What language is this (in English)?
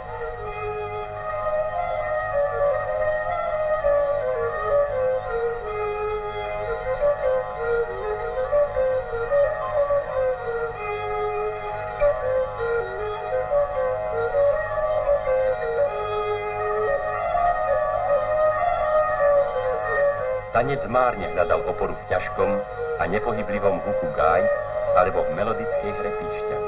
Slovak